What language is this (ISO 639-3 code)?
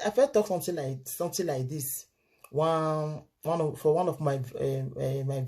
pcm